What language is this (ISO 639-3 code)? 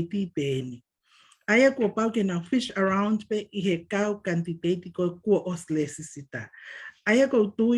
ton